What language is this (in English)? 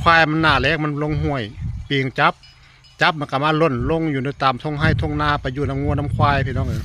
Northeastern Thai